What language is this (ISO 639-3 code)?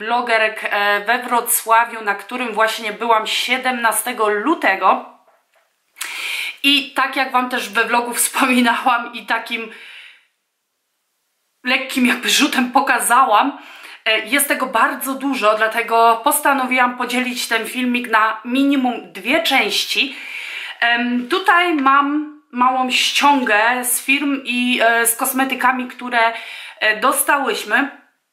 pol